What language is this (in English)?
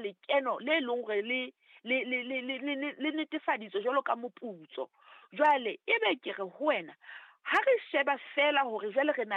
Southern Sotho